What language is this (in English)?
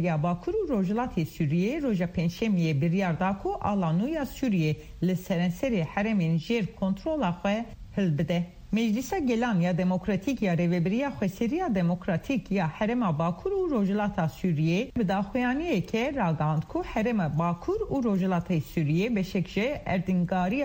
Kurdish